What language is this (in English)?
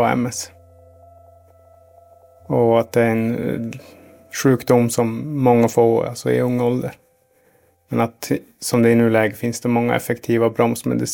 Swedish